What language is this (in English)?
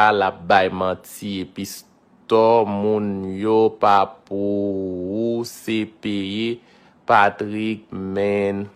Haitian Creole